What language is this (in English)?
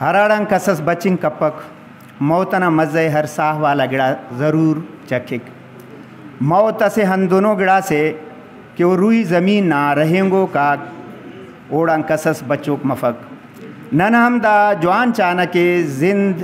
Brahui